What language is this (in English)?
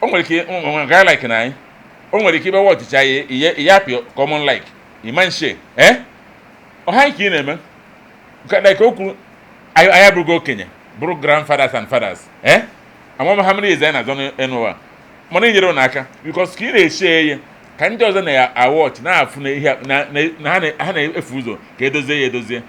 Igbo